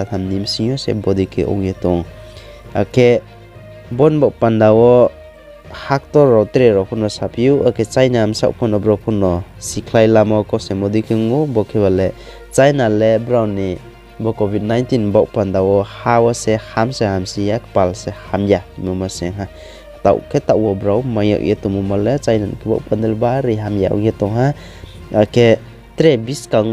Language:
Riang (India)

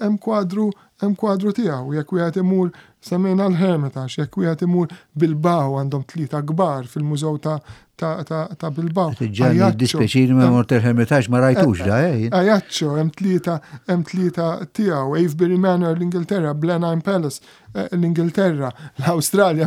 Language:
Maltese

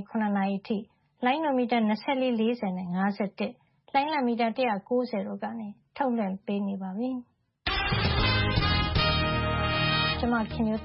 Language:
Burmese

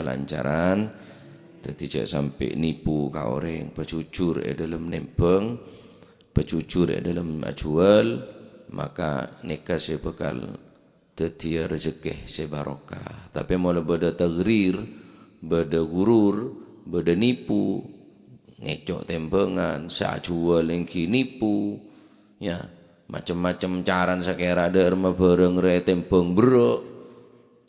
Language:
Madurese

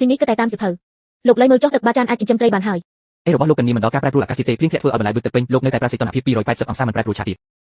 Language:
Khmer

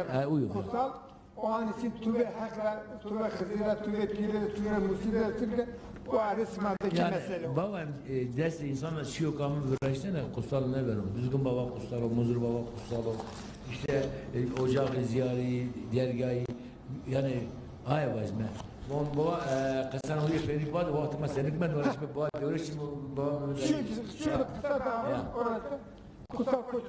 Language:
Zaza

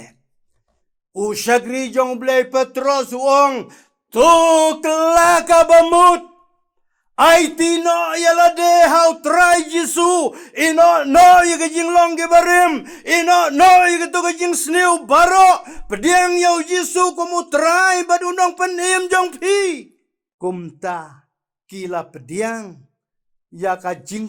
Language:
Khasi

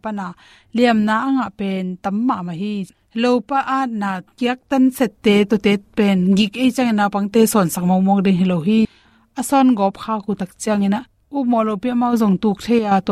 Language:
Tedim Chin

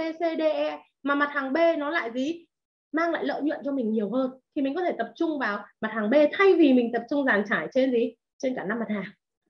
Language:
Vietnamese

